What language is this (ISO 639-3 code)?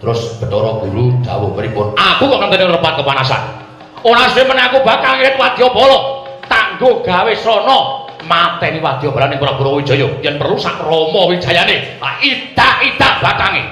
jav